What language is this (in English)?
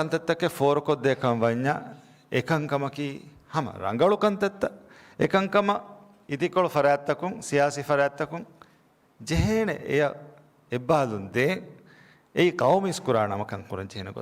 Divehi